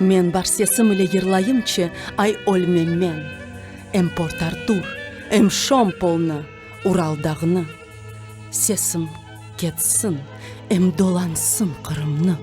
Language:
Crimean Tatar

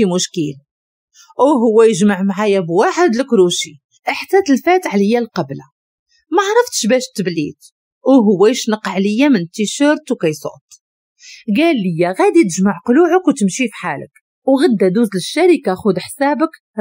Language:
Moroccan Arabic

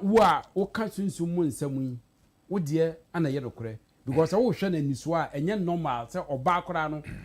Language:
Akan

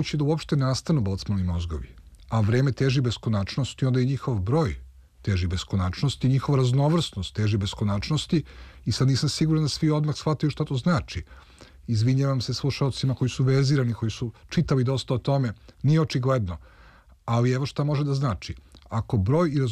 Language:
Serbian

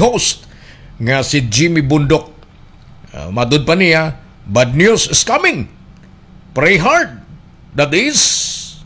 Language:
Cebuano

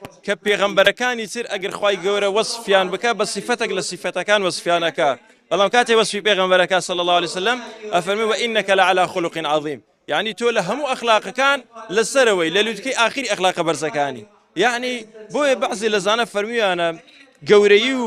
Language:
Central Kurdish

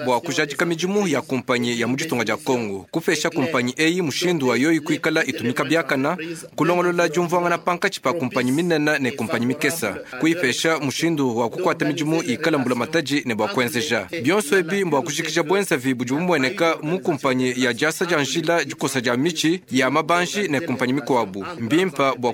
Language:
Luba-Lulua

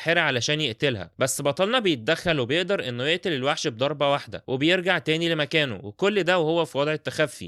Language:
Egyptian Arabic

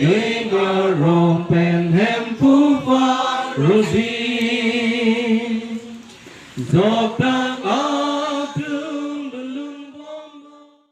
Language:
Karbi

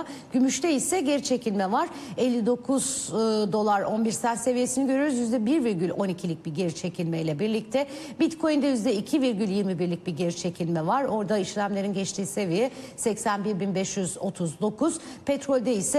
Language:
Turkish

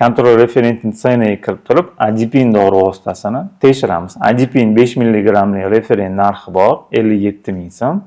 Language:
Uzbek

